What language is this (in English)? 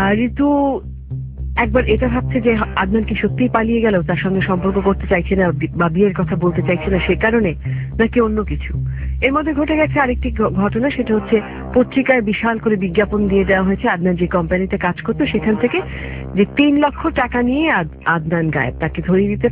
Bangla